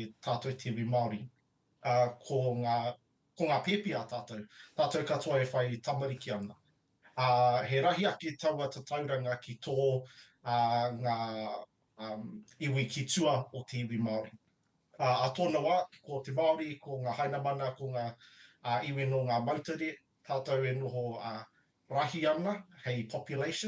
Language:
Māori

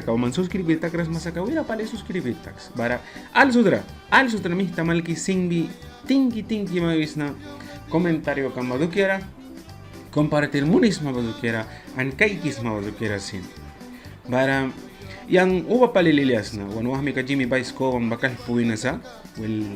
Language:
Mískito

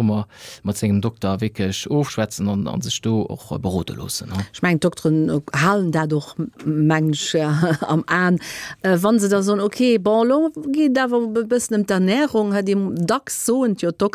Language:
Luxembourgish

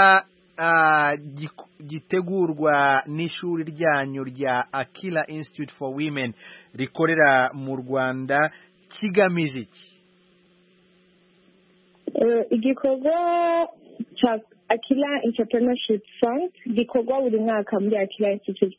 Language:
Kinyarwanda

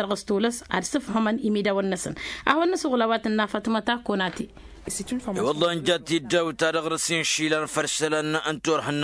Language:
Tamasheq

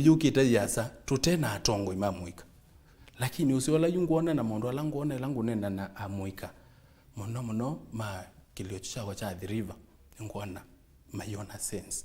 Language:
Kamba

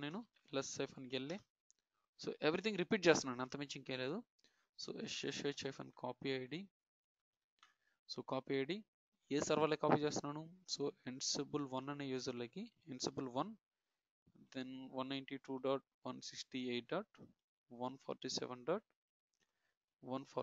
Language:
Telugu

